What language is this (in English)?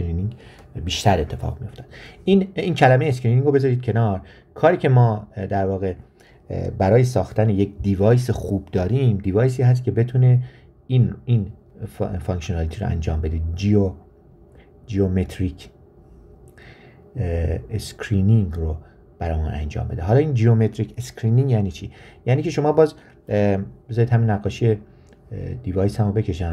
Persian